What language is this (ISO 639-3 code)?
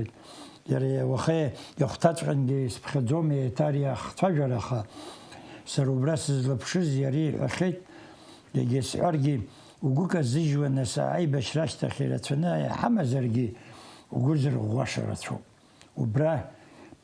abk